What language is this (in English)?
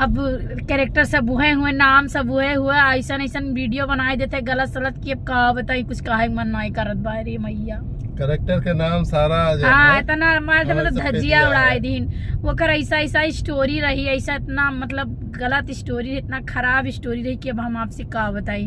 Awadhi